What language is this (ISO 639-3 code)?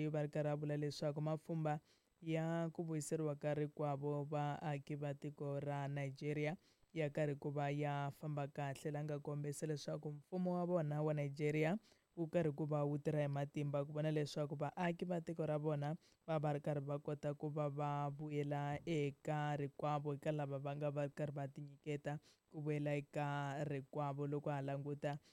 tso